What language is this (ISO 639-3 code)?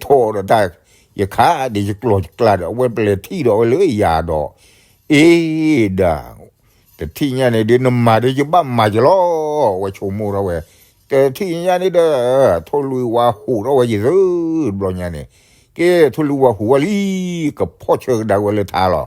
ksw